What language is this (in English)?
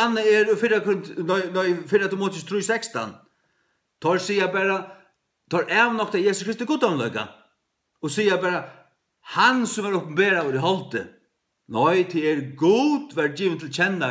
Faroese